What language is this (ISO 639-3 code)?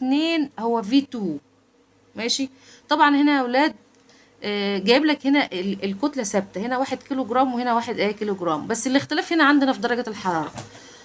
arz